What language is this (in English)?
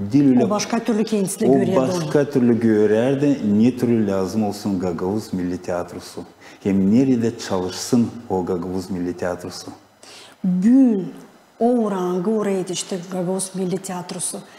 Gagauz